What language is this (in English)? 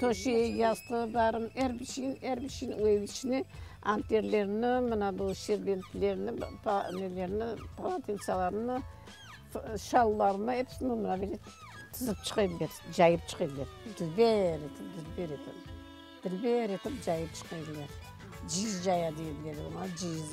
Crimean Tatar